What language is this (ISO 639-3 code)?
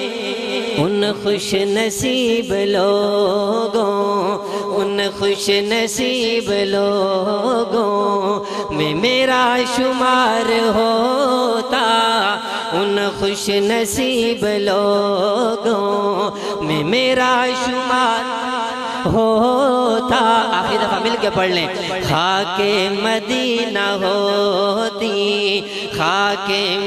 urd